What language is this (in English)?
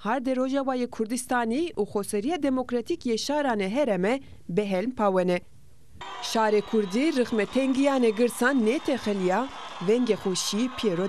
Zaza